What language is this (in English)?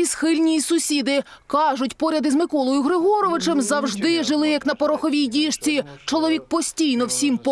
Ukrainian